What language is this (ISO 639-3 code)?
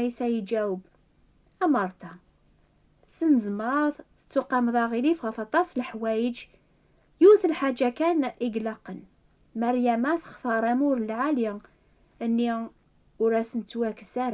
kab